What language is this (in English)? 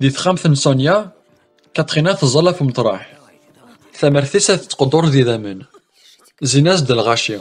Kabyle